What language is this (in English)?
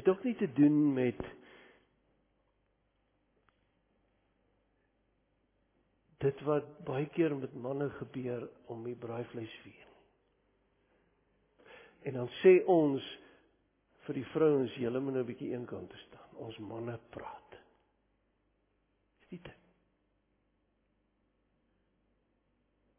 Afrikaans